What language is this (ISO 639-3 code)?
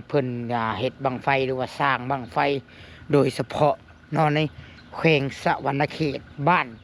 tts